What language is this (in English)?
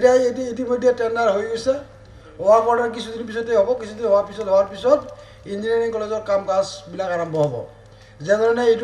Assamese